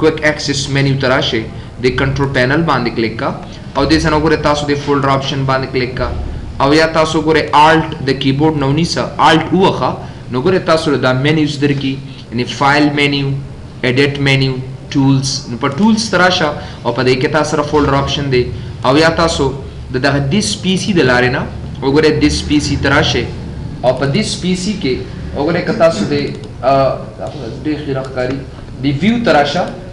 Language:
Pashto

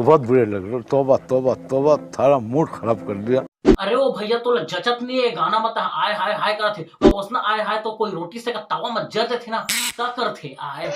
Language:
Chhattisgarhi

